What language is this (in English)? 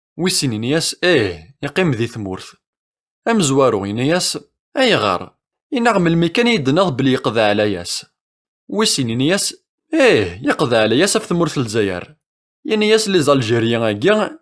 Kabyle